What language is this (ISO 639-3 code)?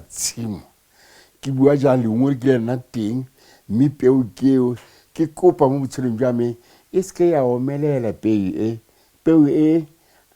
tsn